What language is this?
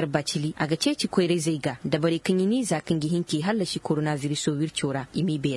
Koyraboro Senni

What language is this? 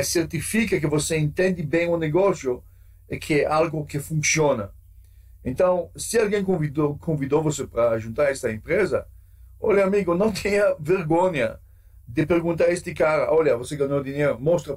Portuguese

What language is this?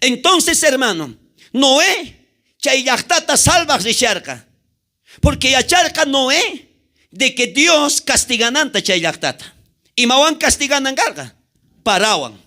South Bolivian Quechua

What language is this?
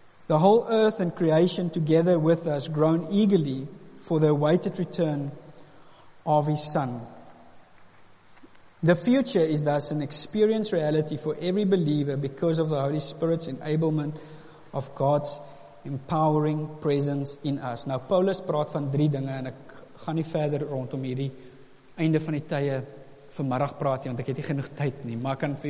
Afrikaans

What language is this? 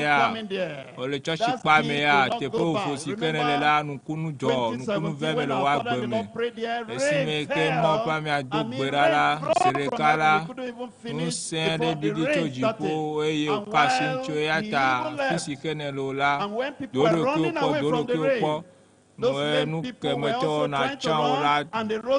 Ewe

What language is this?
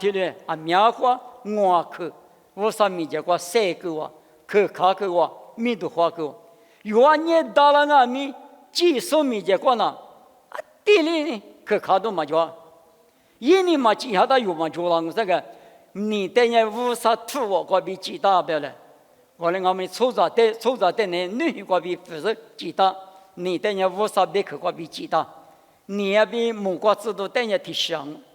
Lisu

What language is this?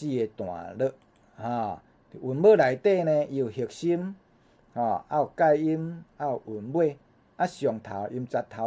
Min Nan Chinese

